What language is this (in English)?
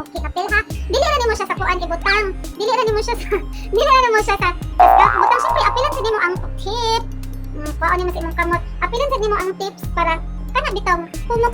Cebuano